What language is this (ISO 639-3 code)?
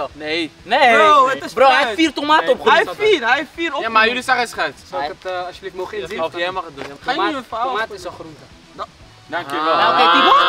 nld